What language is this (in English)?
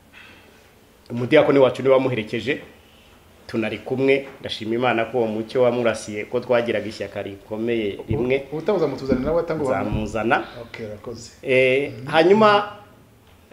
Kinyarwanda